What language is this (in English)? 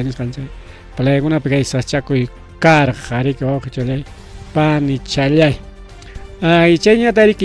Ayacucho Quechua